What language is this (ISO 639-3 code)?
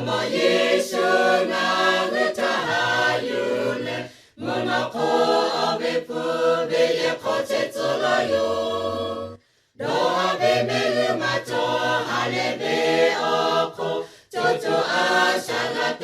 lhu